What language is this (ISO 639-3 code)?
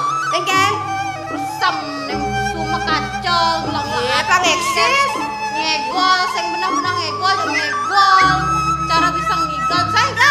ban